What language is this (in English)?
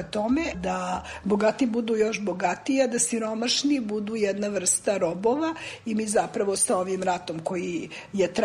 Serbian